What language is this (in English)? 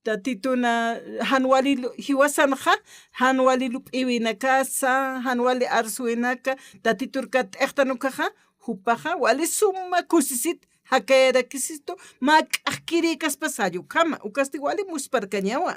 Aymara